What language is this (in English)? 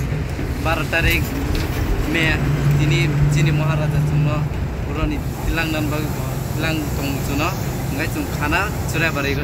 Kok Borok